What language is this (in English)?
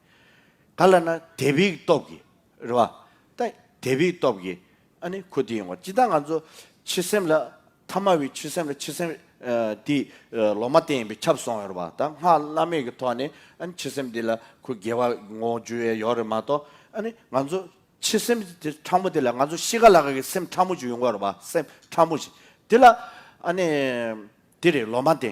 Tibetan